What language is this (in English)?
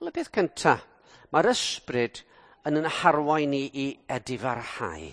Welsh